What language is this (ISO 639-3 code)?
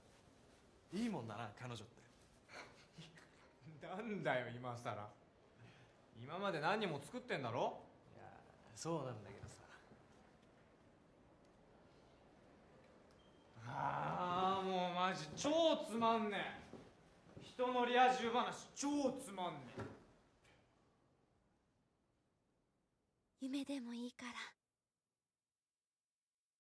jpn